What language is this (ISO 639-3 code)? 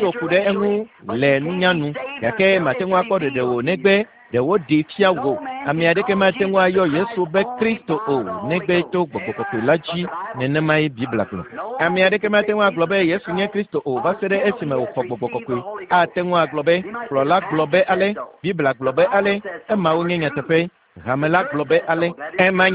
ewe